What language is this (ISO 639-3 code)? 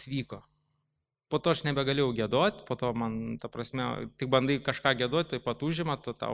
lit